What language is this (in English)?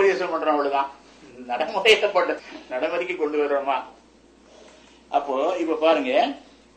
Tamil